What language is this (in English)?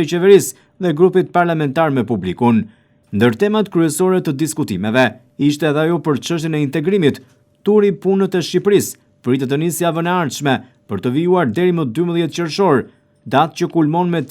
Albanian